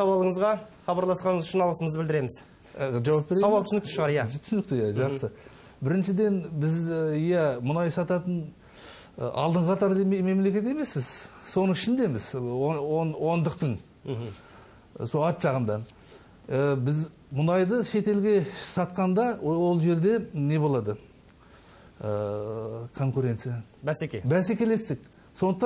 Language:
Kazakh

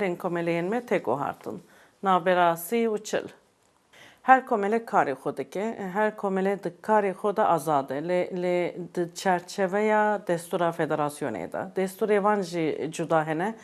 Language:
Kurdish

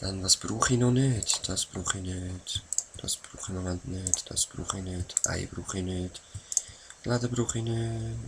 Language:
Swiss German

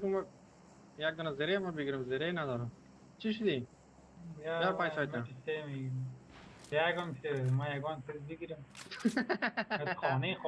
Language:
Persian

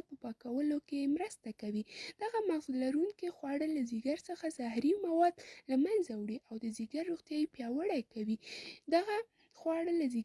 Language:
Pashto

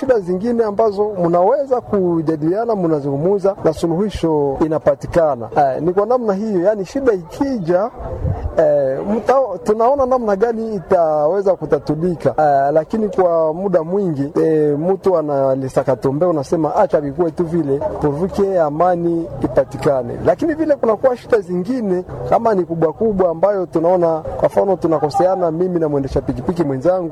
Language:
Swahili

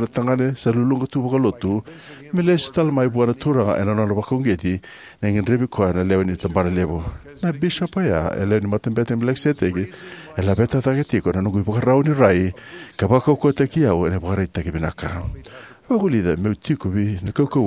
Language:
Fijian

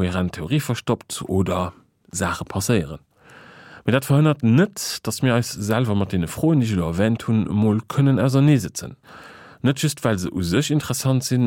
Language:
Luxembourgish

